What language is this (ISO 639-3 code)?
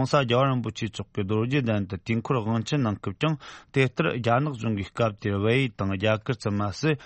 bod